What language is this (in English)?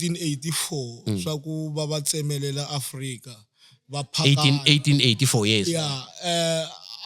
Tsonga